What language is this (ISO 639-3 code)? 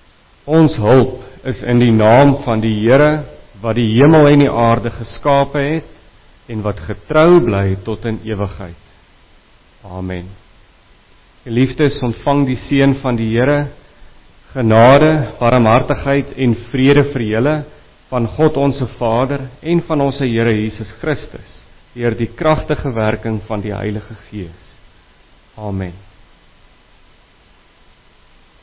afr